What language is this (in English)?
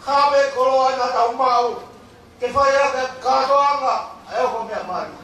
Tongan